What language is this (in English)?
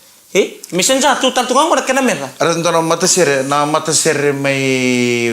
Fijian